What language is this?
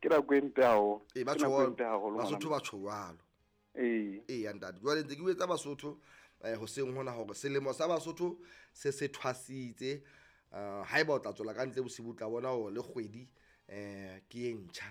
Southern Sotho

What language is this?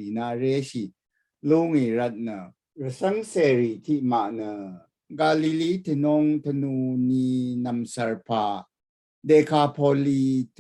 Rawang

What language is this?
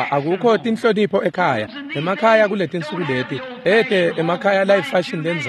Swati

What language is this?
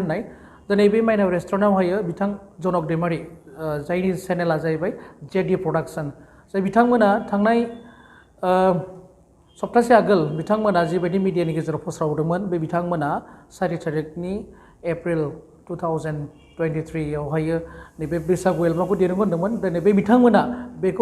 Bodo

